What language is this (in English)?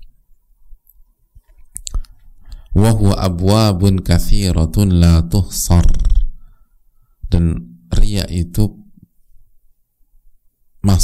Indonesian